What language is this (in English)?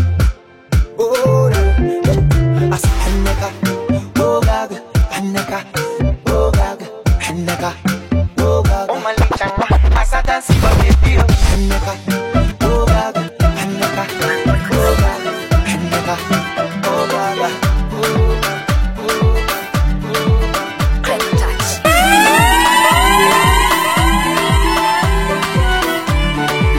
Swahili